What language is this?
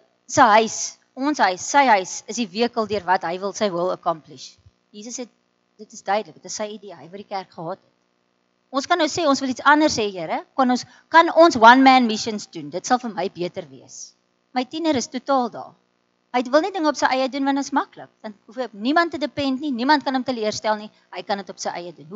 Afrikaans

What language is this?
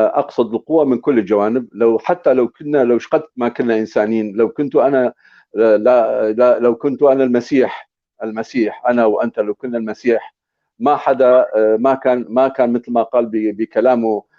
North Levantine Arabic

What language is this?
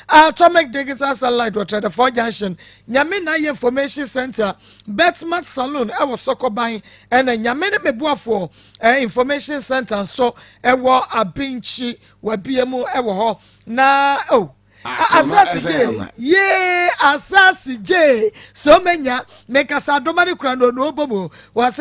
Akan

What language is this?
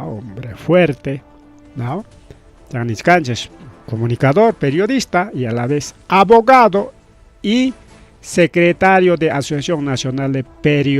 Ayacucho Quechua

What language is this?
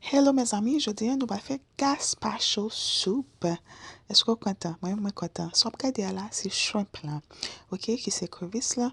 Haitian Creole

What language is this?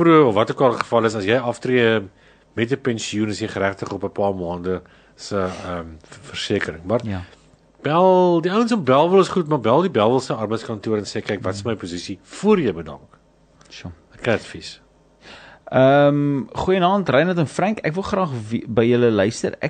Afrikaans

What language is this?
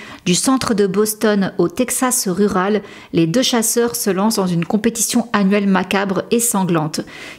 French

